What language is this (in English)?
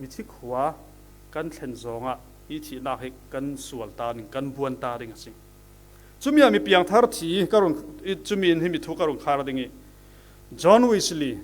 Falam Chin